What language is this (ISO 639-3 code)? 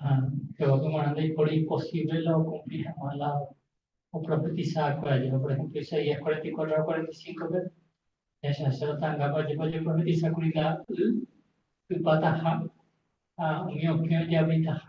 grn